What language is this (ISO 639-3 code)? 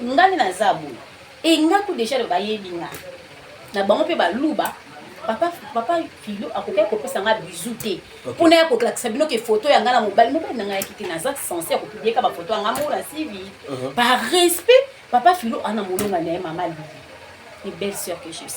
lin